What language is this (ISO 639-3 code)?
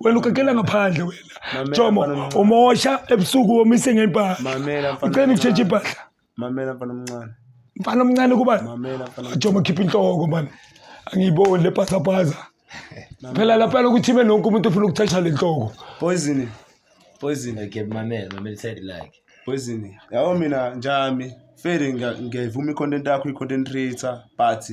zul